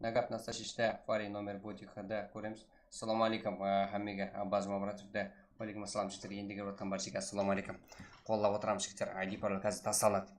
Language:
Kara-Kalpak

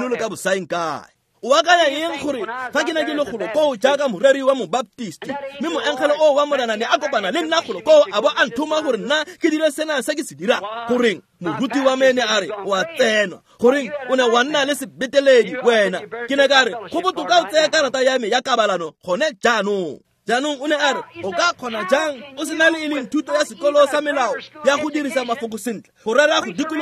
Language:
Tswana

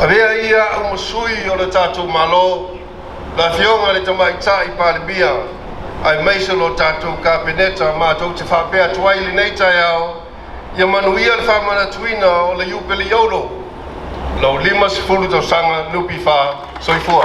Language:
Samoan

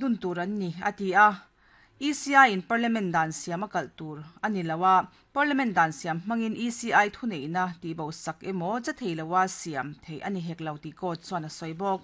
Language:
Mizo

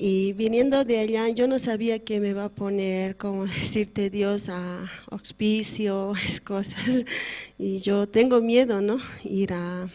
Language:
Aymara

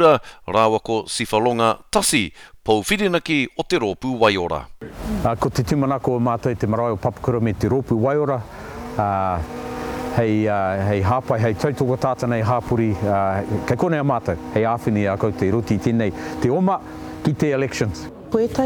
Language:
Māori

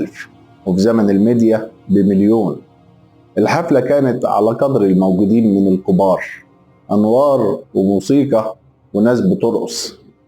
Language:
Egyptian Arabic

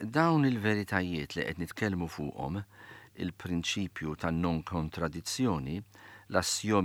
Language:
Maltese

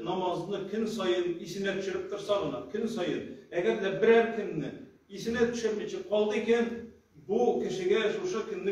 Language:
Tatar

